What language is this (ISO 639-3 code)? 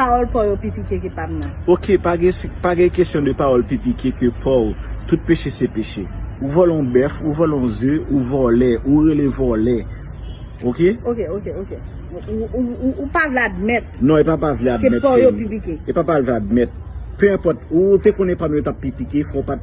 hat